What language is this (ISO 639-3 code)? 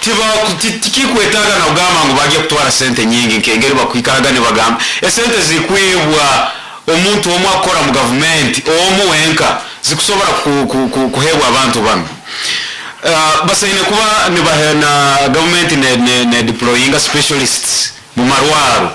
nyo